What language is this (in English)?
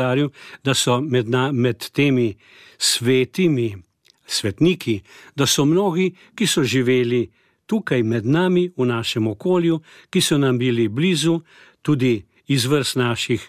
Slovenian